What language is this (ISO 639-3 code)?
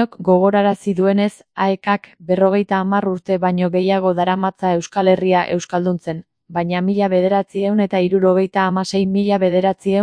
eus